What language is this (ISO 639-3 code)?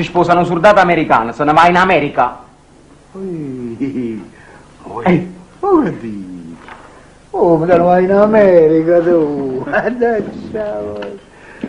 nap